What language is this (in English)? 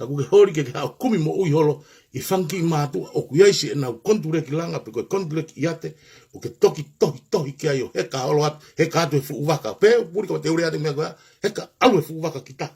Tongan